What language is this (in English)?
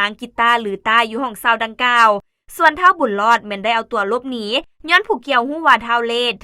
Lao